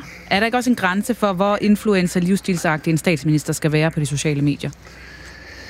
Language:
Danish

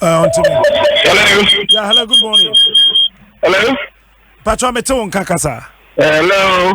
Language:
Akan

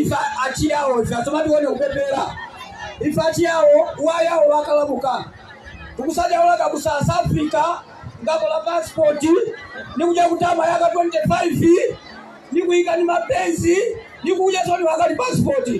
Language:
Nyanja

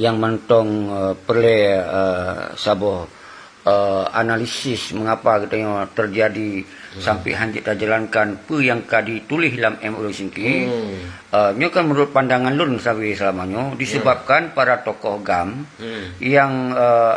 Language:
Achinese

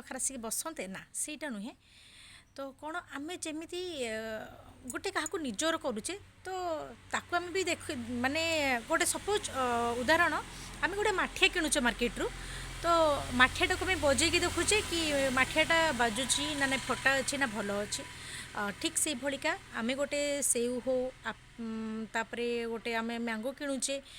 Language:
Odia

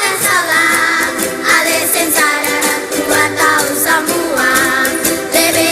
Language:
Ambonese Malay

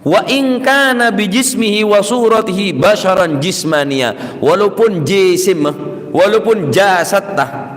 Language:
Madurese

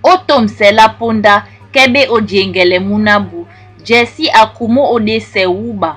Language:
Duala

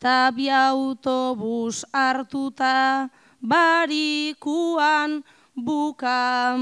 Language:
Basque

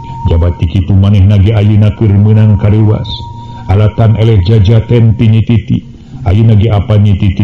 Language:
Sundanese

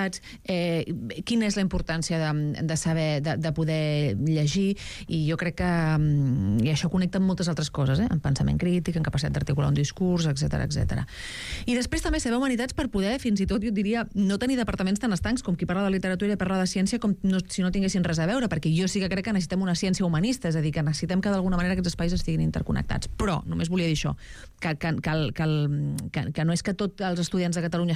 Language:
Catalan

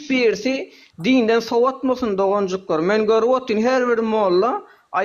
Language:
Turkmen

